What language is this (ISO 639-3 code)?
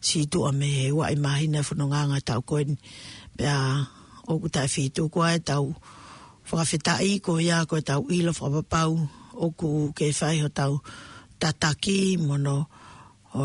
ton